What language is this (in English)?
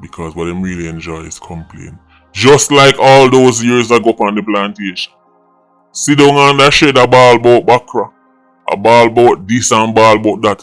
Jamaican Creole English